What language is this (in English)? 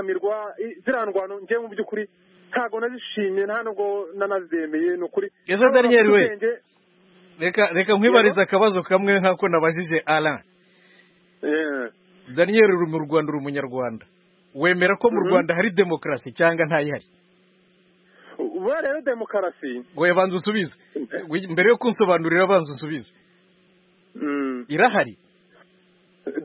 Kinyarwanda